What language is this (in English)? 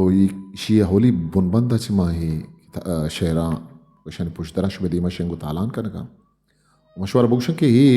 Eastern Balochi